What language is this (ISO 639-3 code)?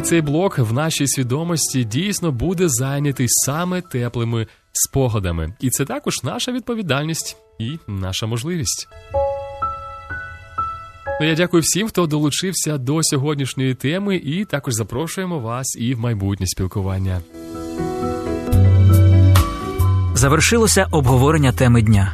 ukr